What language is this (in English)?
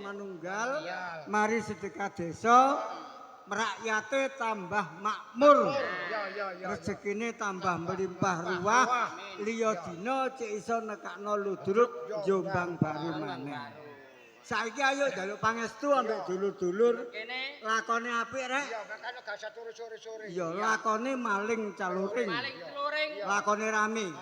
Javanese